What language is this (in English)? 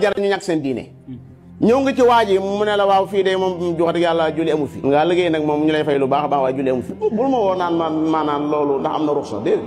Wolof